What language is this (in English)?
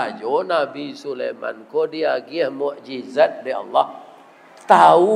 Minangkabau